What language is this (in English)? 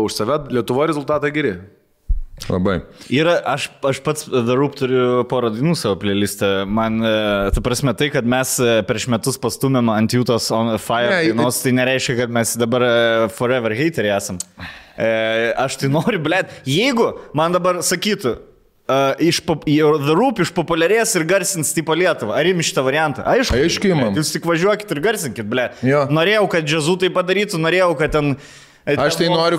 Lithuanian